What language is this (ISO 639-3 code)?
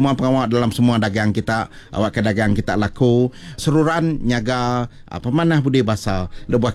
iba